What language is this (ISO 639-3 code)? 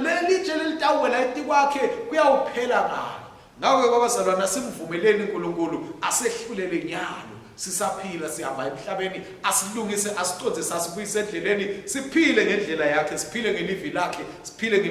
ssw